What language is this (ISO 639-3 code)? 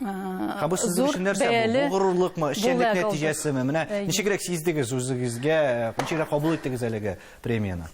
tat